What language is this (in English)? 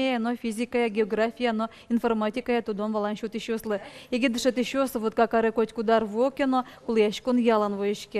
Udmurt